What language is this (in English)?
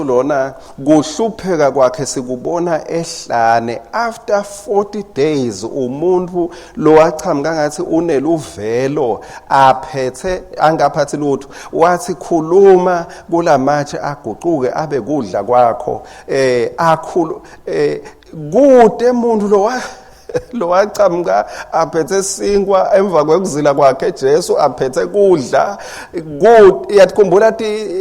Swati